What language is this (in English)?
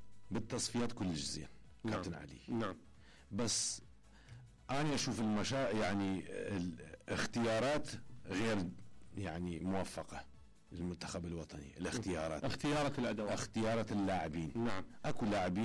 Mesopotamian Arabic